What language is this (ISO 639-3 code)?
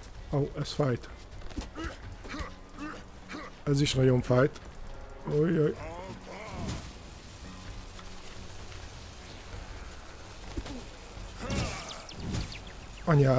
hun